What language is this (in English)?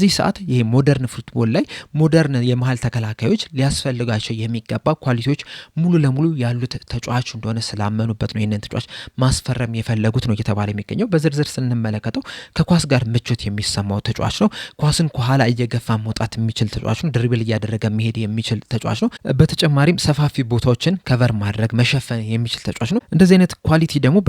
Amharic